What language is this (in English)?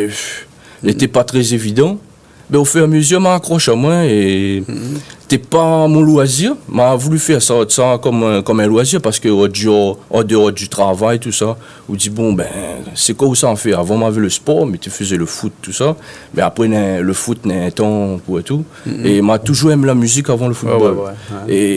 Réunion Creole French